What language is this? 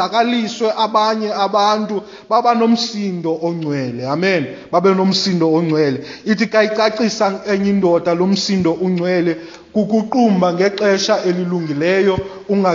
Xhosa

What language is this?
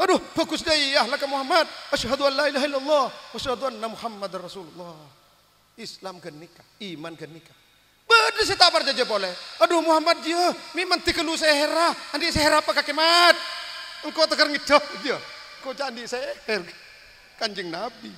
Madurese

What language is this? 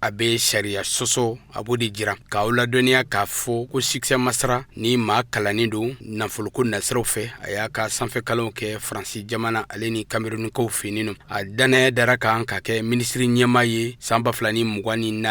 Bambara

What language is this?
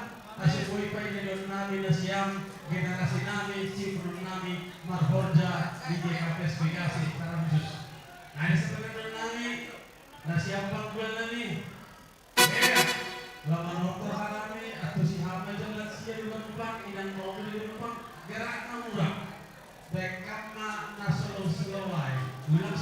Batak Simalungun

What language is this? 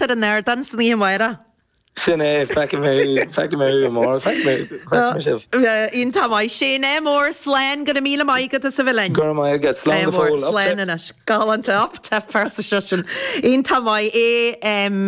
Irish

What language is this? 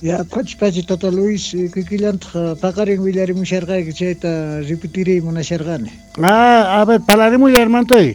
Quechua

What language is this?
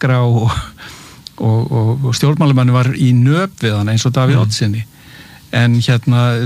Icelandic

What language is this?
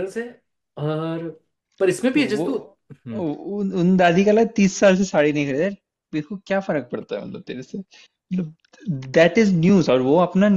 Hindi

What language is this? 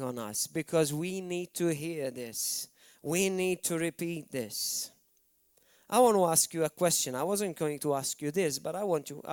English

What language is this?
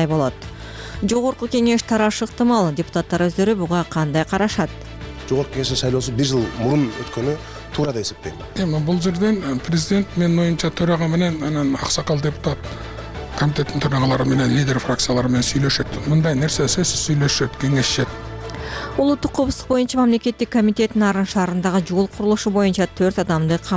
Kyrgyz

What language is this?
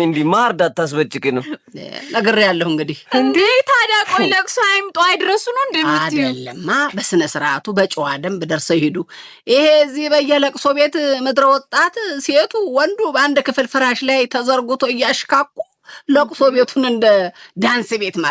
Amharic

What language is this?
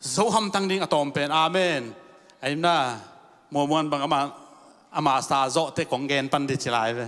Tedim Chin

